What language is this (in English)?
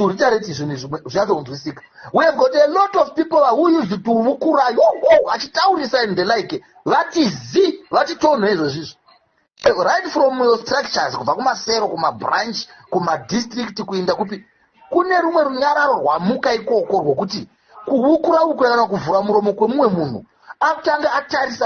Shona